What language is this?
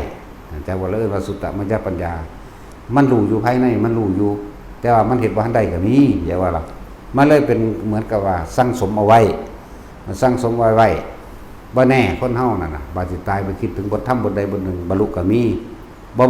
Northeastern Thai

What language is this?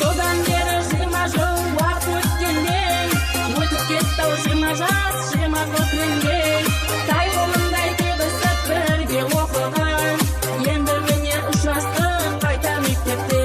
Kara-Kalpak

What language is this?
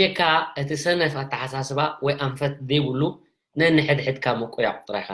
Tigrinya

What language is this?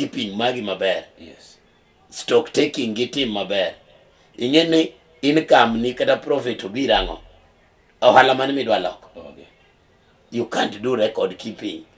Luo (Kenya and Tanzania)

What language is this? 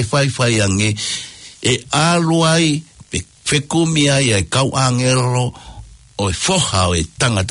Tongan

